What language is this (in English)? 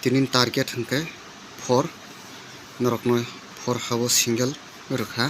Kok Borok